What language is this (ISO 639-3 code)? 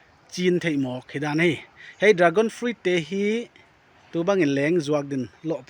pck